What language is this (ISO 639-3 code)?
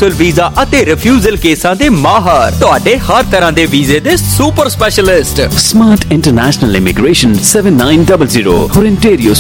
pan